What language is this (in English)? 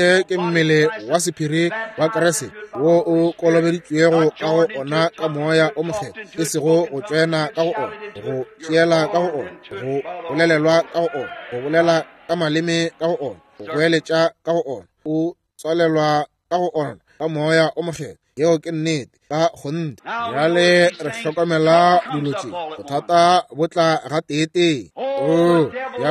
Northern Sotho